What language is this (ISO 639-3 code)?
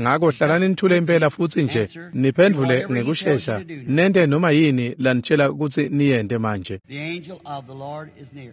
ssw